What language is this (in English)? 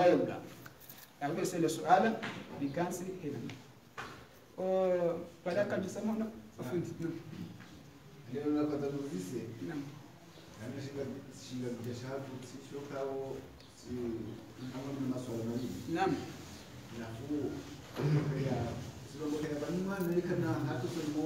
Swahili